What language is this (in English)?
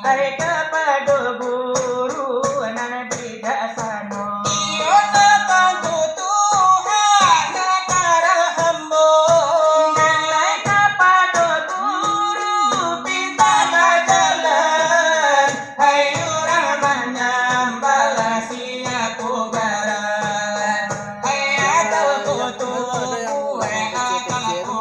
Minangkabau